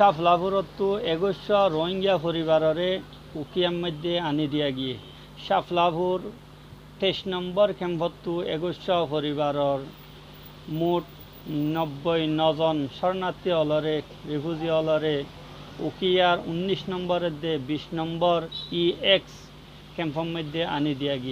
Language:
Rohingya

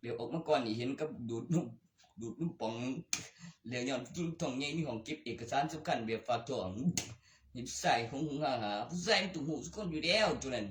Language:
Northeastern Thai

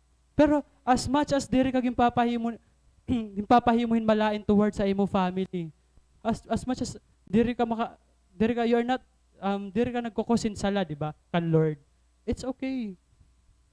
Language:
Waray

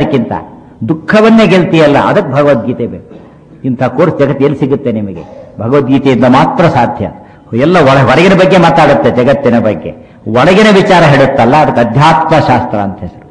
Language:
Kannada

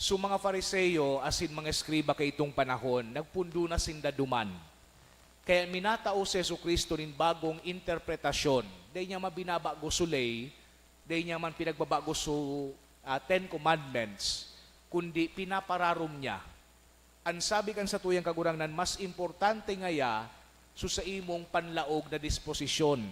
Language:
Bikol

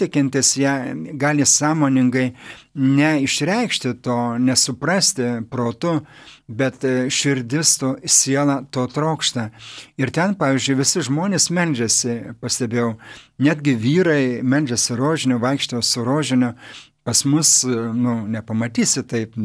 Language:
Lithuanian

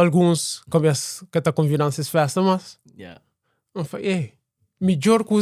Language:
Kabuverdianu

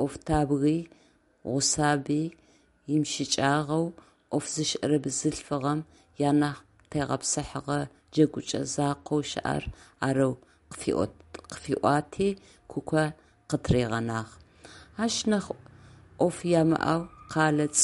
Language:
Adyghe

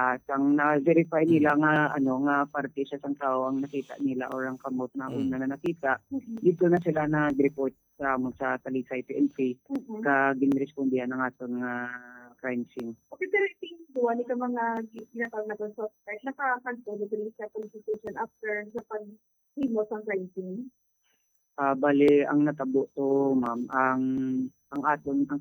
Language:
Hiligaynon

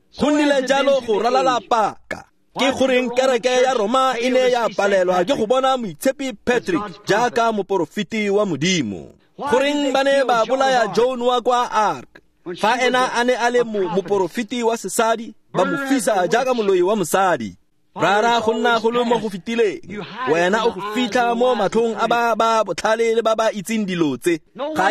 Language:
Tswana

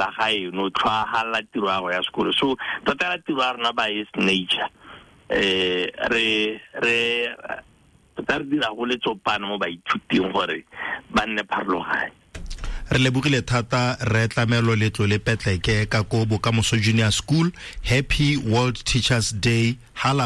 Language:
Tswana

